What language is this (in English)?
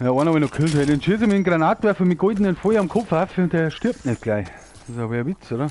Bavarian